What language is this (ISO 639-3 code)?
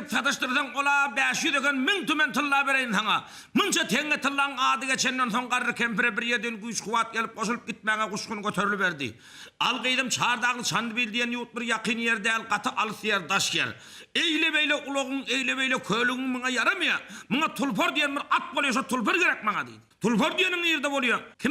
tuk